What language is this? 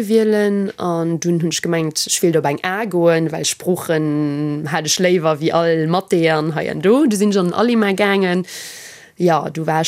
Luxembourgish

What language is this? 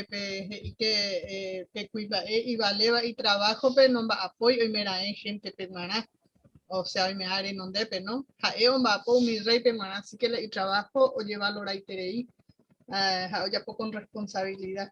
Guarani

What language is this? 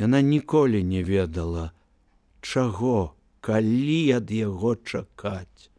Belarusian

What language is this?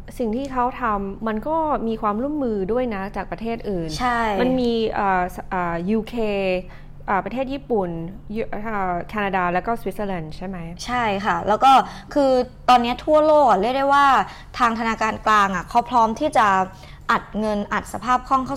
Thai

